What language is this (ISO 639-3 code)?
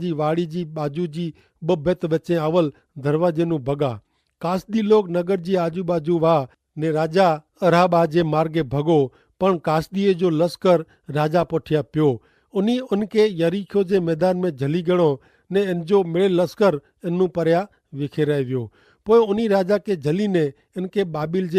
kfr